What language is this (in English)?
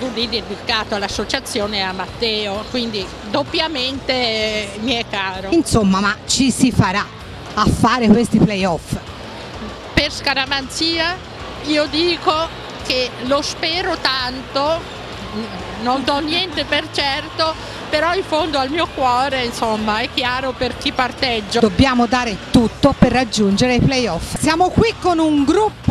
Italian